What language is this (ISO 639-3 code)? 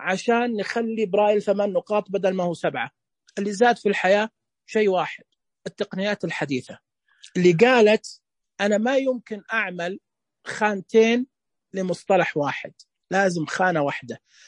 ars